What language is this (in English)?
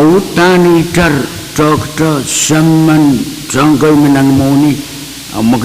Pohnpeian